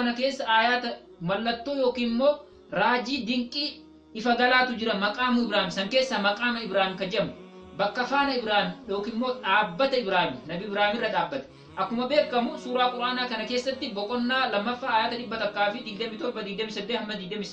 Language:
Oromo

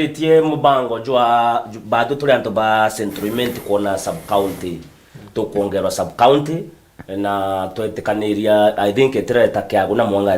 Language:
Meru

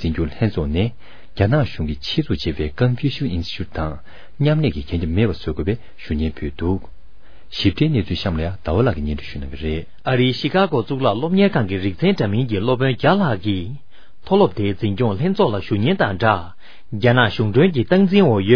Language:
Tibetan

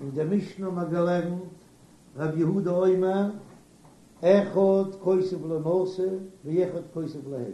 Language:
Yiddish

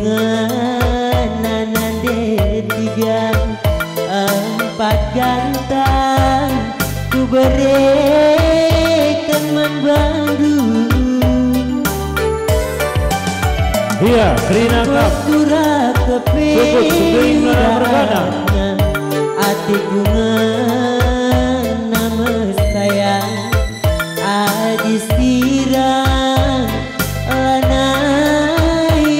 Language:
Batak Karo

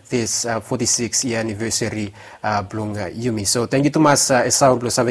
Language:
Bislama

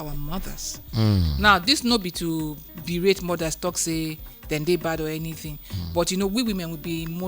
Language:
Nigerian Pidgin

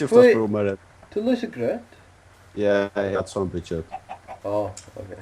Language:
Faroese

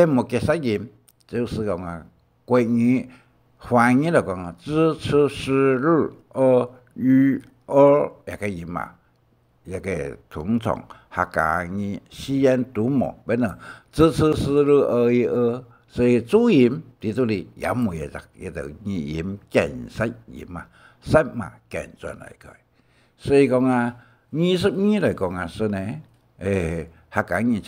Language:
Hakka Chinese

